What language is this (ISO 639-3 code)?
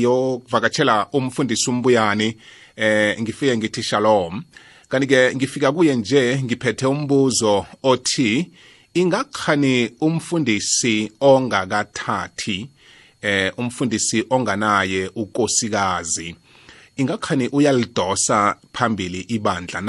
nbl